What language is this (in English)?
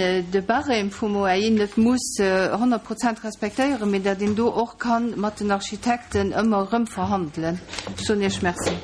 Luxembourgish